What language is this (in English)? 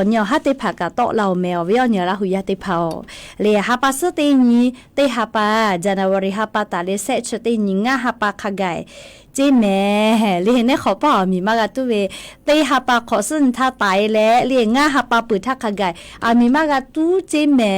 Lahu